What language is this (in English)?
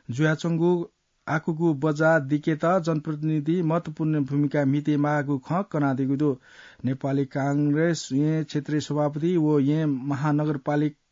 Newari